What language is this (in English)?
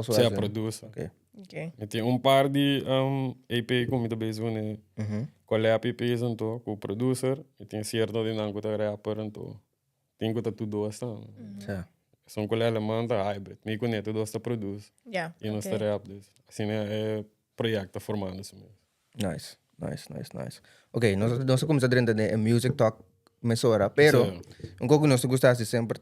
Papiamento